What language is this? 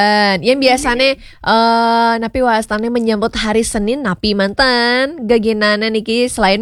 Balinese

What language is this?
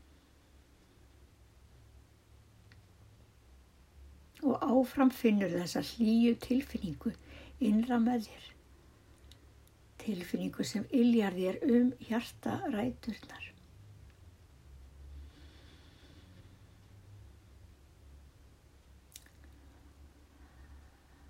Icelandic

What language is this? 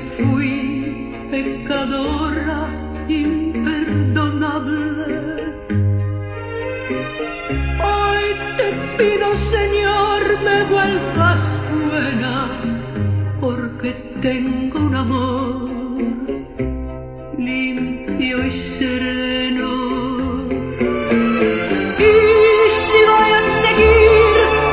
Spanish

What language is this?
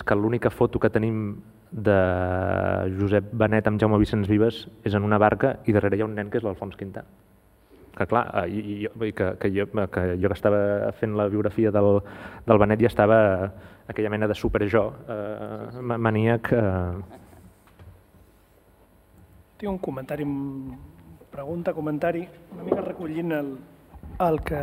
Catalan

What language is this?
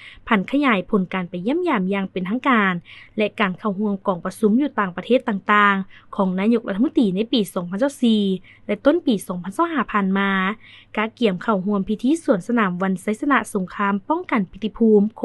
Lao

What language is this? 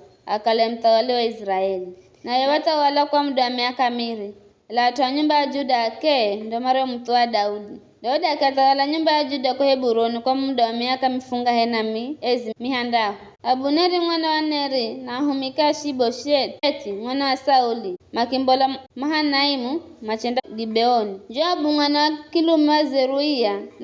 Giryama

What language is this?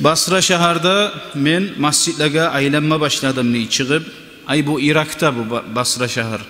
Kumyk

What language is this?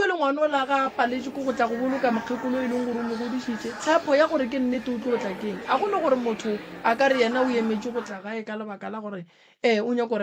Northern Sotho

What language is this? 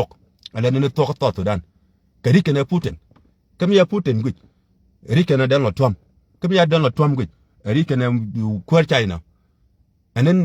Nuer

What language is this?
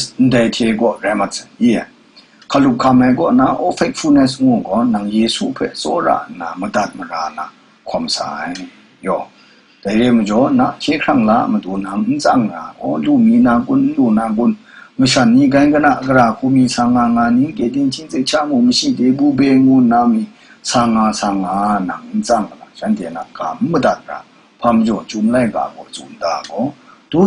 Kachin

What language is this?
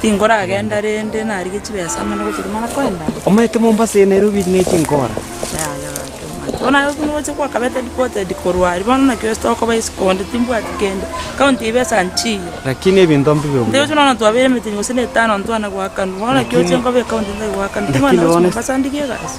Gusii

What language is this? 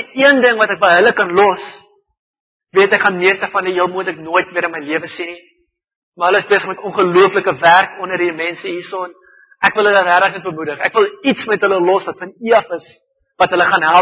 Afrikaans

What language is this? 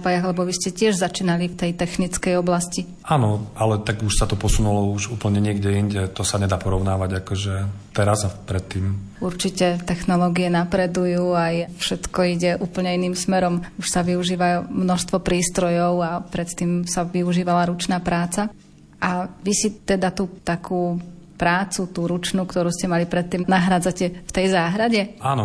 Slovak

